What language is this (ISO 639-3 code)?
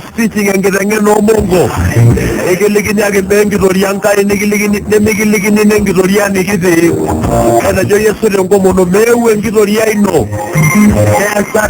mas